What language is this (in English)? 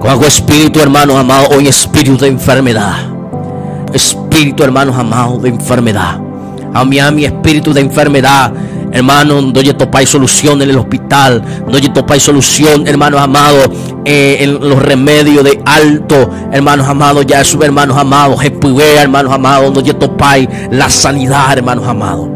Guarani